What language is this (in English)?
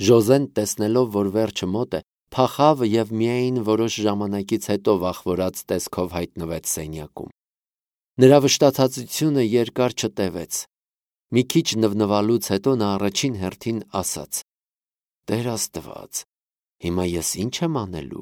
Armenian